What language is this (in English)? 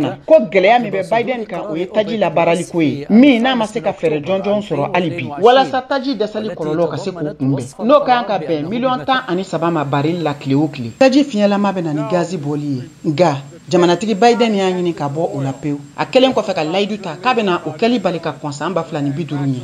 Bambara